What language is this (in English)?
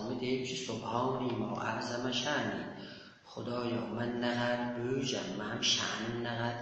South Azerbaijani